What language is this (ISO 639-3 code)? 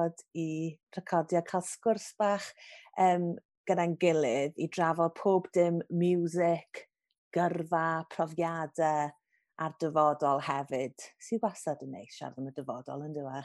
cym